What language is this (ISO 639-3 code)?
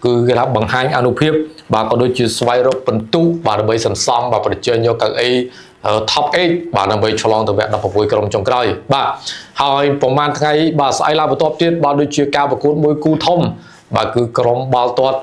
khm